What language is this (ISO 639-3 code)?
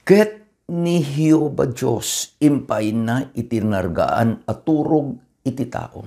ilo